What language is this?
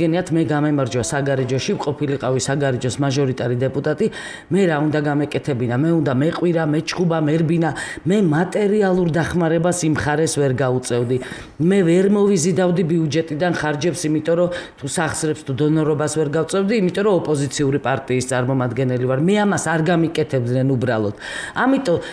Georgian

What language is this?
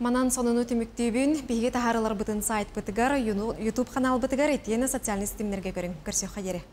Yakut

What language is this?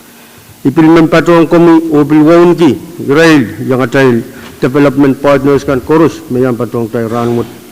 Pohnpeian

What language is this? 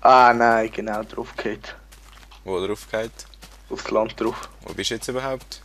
Swiss German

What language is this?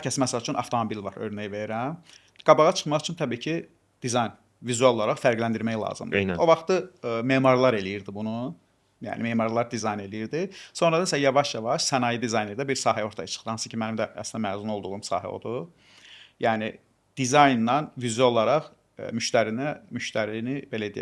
Azerbaijani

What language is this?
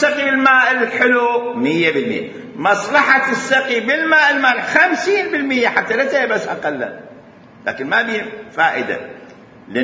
Mesopotamian Arabic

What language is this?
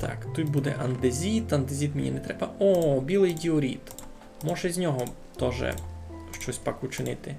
Rusyn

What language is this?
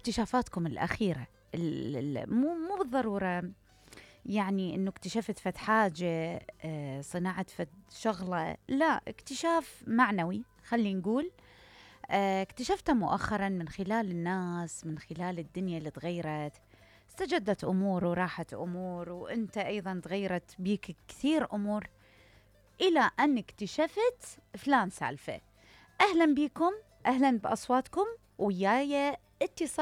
Mesopotamian Arabic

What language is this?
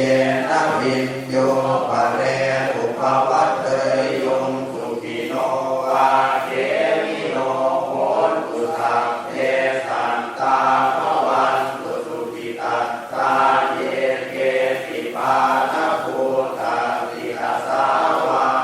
Pali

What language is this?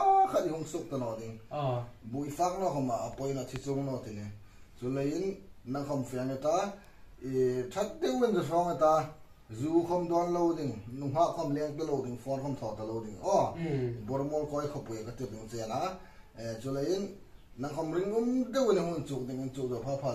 Hmar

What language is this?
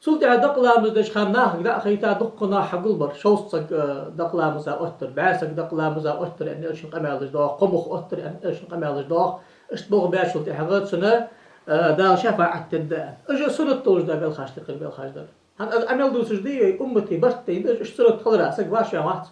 Ingush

